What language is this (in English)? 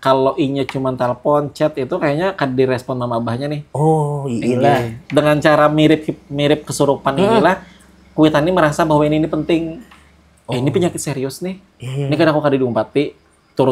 Banjar